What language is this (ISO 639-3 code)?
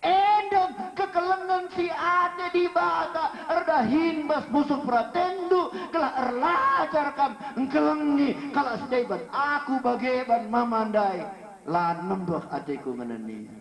btx